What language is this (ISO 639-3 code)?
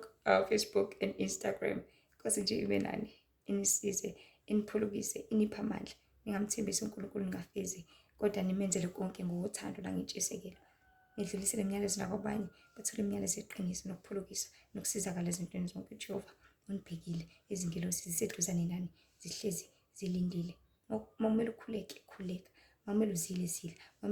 zul